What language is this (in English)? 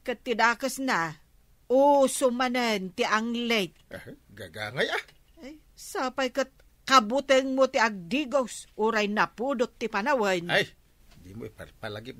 Iloko